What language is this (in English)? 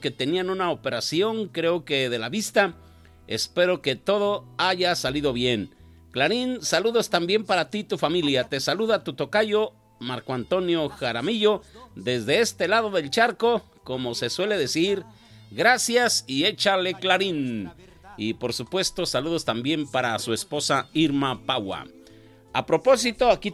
Spanish